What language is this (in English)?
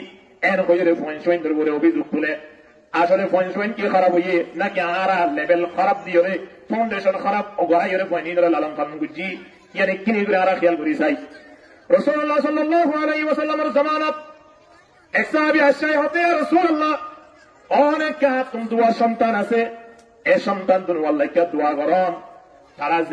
Rohingya